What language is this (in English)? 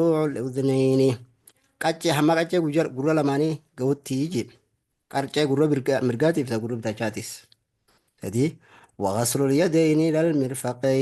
Oromo